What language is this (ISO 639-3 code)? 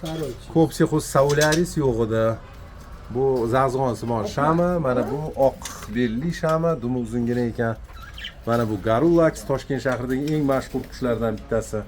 uzb